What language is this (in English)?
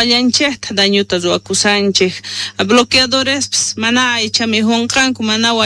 South Bolivian Quechua